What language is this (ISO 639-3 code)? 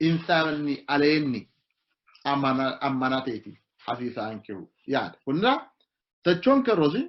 sid